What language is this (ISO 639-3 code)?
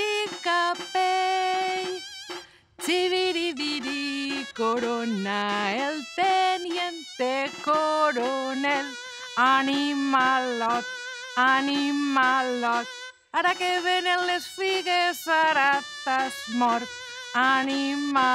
cat